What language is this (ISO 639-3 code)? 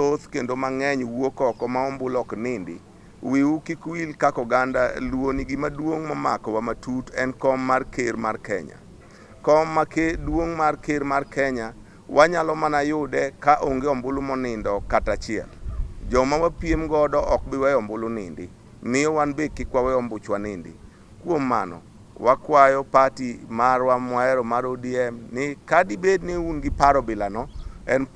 luo